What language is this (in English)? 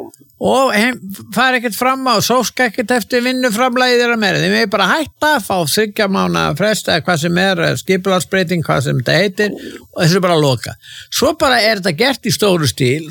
Icelandic